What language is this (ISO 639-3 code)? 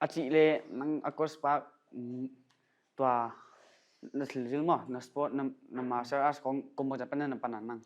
pck